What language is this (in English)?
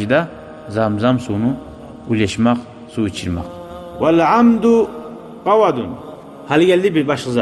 Kumyk